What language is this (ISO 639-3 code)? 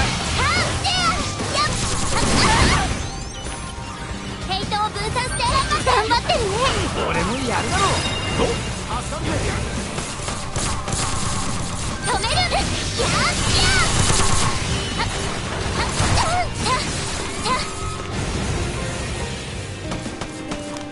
jpn